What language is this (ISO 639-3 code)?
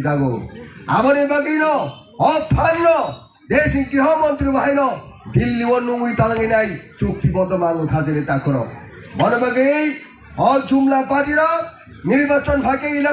trp